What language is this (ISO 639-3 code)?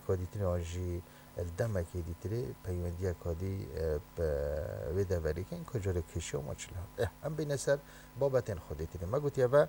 kur